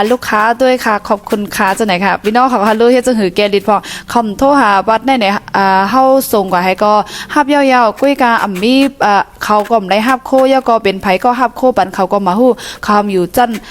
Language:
Shan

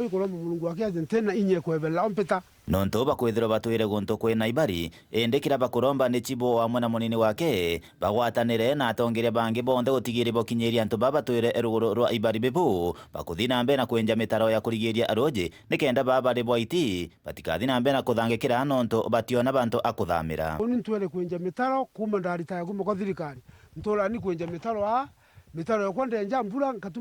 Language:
Meru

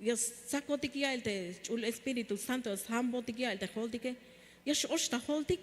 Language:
Tzeltal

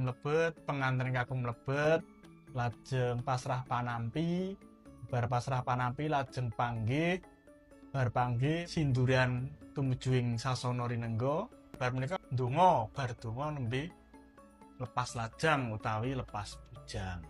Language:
Javanese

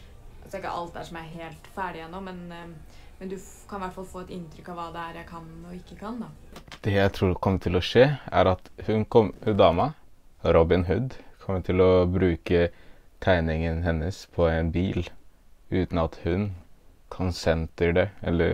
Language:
Norwegian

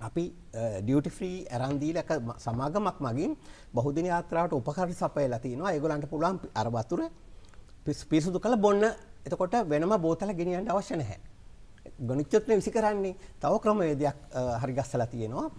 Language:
Sinhala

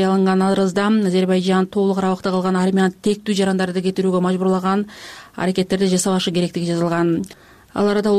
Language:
Kyrgyz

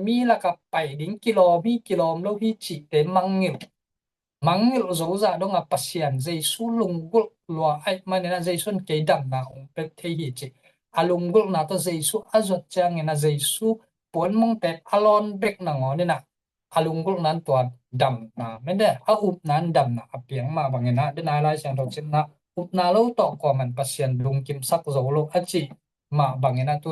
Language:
Tedim Chin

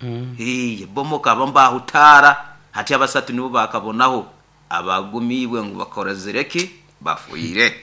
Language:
Nyoro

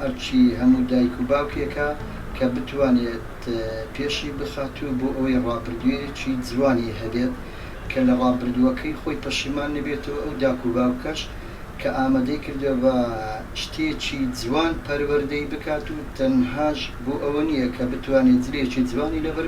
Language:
Central Kurdish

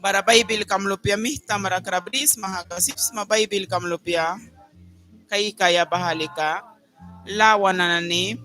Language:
Mískito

